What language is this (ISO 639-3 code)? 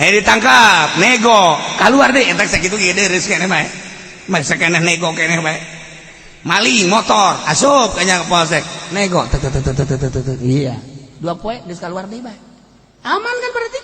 sun